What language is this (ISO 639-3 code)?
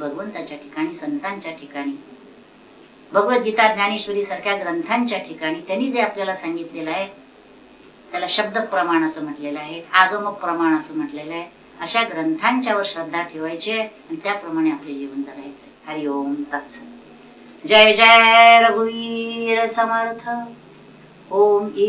mar